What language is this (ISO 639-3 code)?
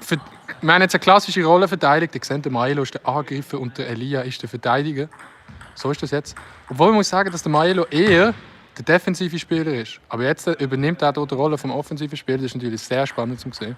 gsw